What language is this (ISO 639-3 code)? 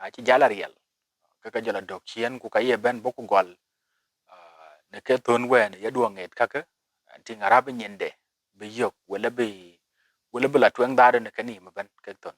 din